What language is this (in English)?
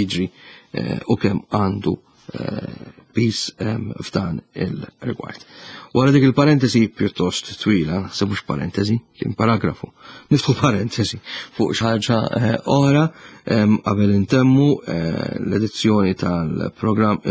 Maltese